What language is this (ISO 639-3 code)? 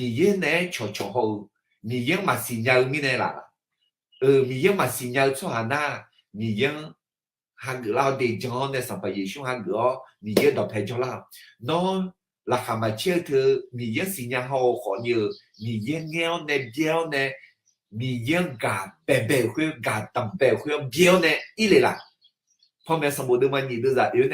ahk